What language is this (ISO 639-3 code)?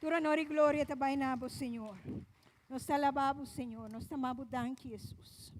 pap